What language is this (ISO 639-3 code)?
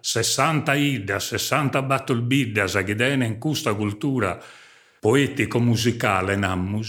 srd